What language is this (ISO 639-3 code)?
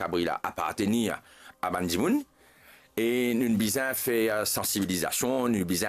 mfe